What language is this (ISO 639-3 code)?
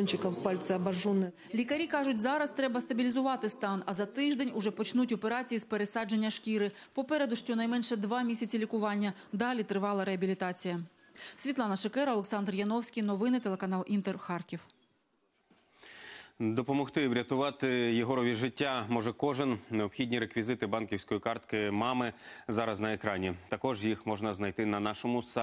ukr